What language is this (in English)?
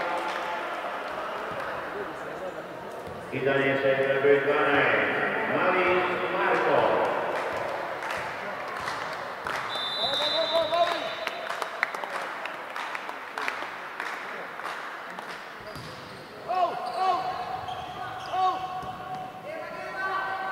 Serbian